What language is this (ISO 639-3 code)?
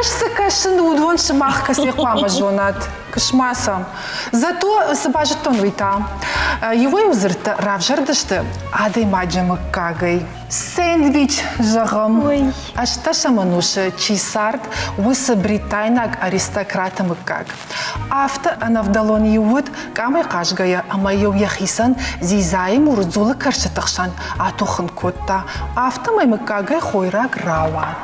oss